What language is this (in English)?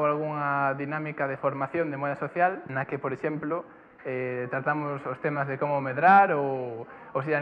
Galician